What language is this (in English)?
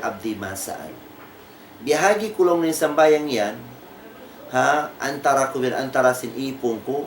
Tausug